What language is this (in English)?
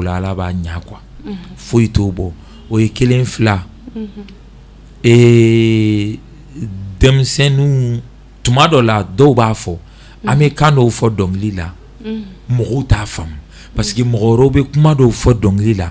Bambara